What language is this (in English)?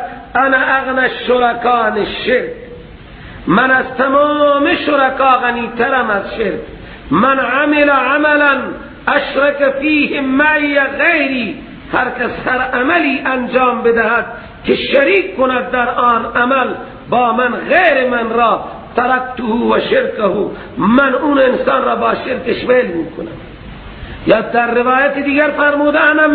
Persian